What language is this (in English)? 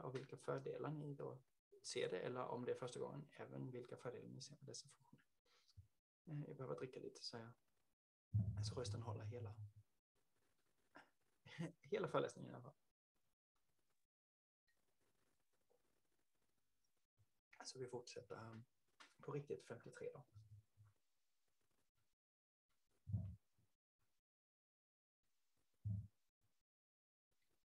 Swedish